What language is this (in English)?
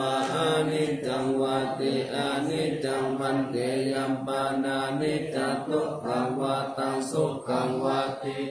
Pali